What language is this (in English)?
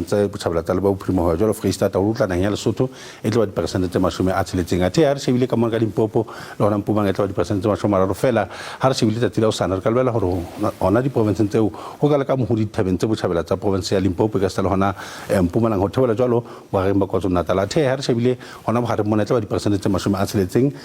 Southern Sotho